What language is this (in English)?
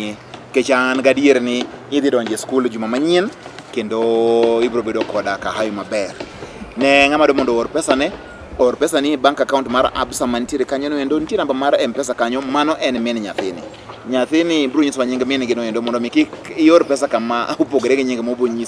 Luo (Kenya and Tanzania)